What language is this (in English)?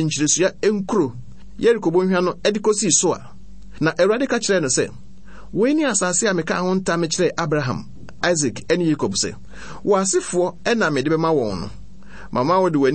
Akan